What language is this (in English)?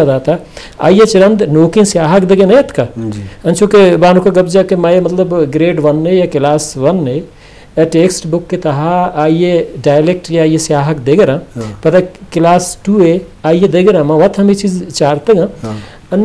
Eastern Balochi